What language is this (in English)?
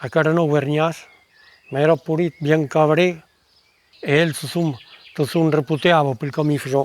Occitan